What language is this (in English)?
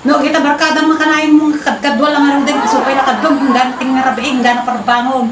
Iloko